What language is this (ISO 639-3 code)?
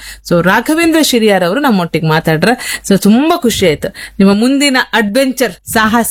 kan